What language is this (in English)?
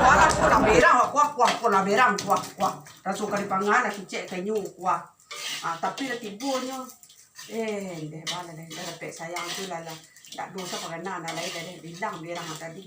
Minangkabau